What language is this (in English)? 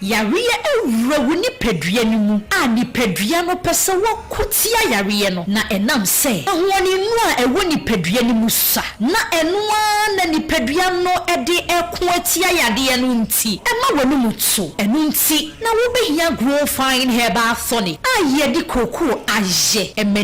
Akan